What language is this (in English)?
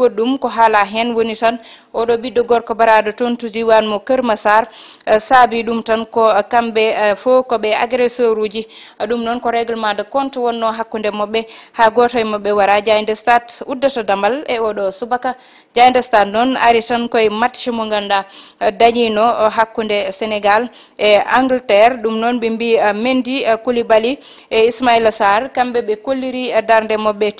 Fula